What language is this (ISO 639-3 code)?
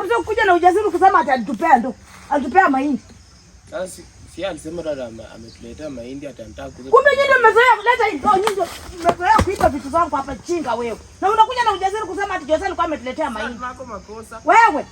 swa